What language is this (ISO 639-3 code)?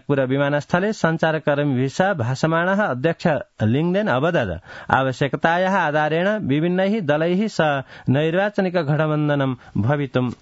san